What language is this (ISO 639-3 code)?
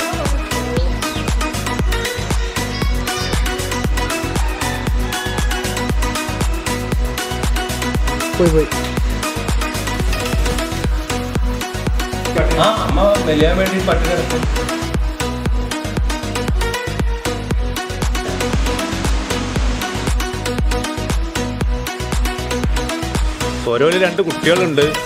mal